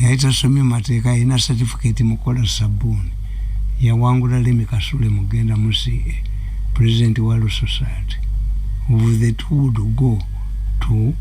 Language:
Ganda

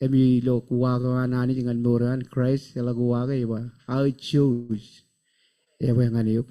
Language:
Marshallese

